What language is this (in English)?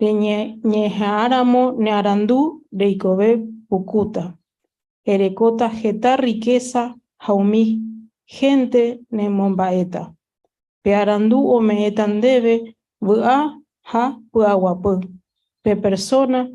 Guarani